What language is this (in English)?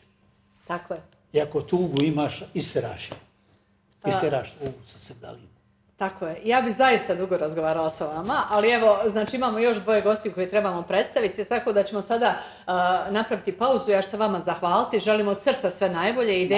Bosnian